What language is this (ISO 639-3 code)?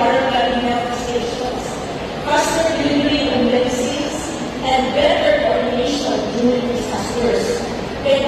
ceb